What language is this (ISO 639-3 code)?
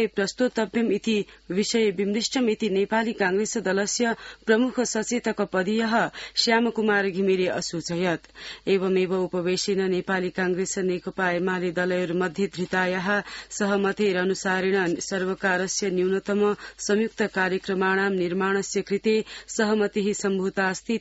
san